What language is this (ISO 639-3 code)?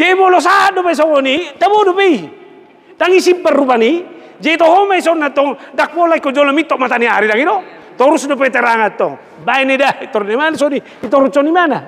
bbc